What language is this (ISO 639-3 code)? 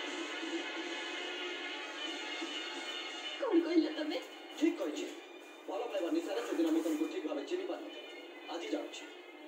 ori